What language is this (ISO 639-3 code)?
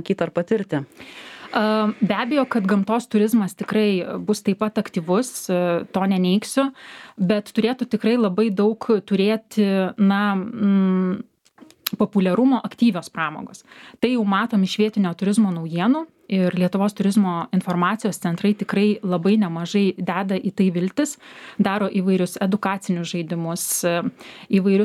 lit